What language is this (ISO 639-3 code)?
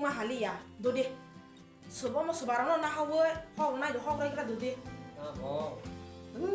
trp